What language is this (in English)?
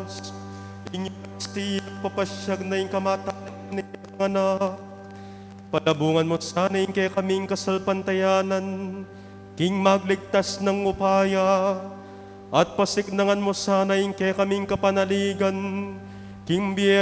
Pampanga